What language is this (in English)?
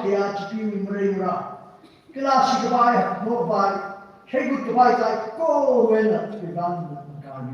Tangkhul Naga (India)